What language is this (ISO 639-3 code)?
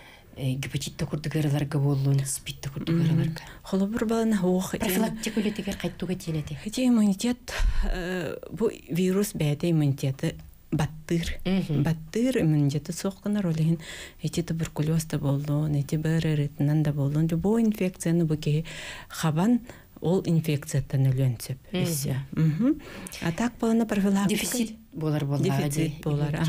sah